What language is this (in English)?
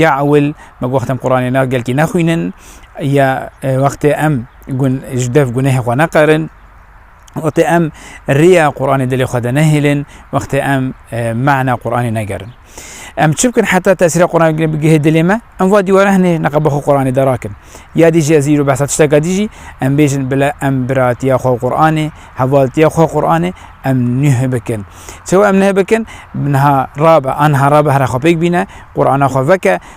Kurdish